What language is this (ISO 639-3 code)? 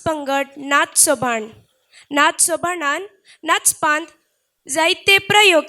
kok